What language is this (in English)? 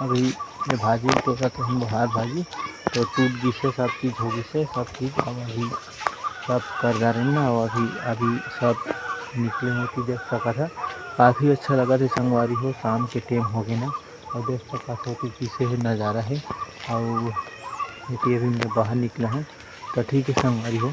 Chhattisgarhi